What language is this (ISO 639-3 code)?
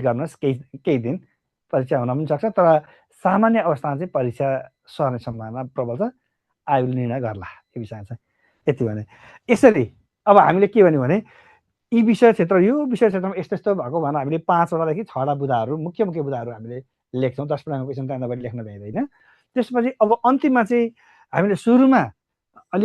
nep